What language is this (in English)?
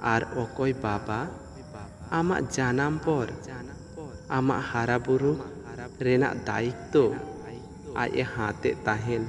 Santali